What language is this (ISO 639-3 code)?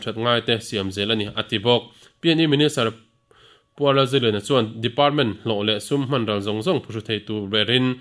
lus